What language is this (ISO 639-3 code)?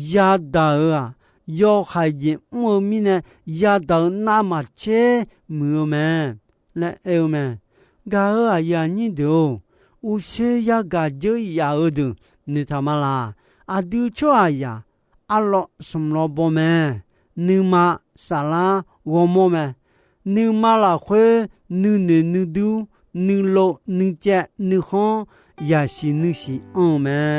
ahk